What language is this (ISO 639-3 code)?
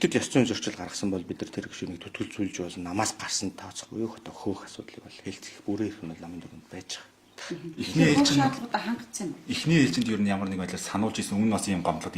mon